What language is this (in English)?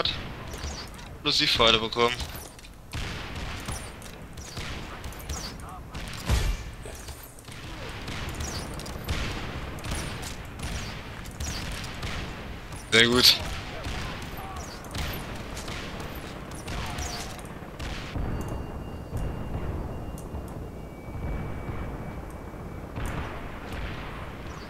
German